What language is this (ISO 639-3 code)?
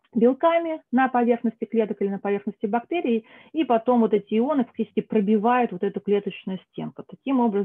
rus